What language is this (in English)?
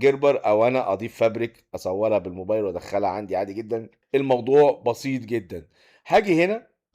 Egyptian Arabic